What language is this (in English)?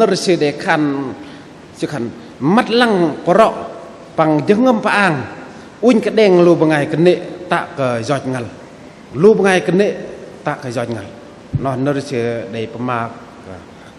Bahnar